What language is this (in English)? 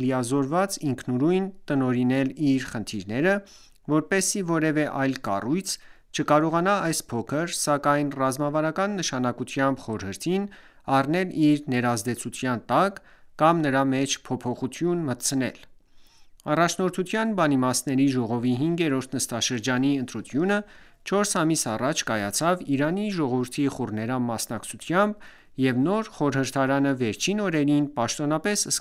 Armenian